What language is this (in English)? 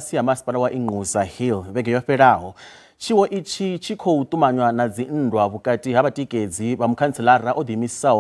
Venda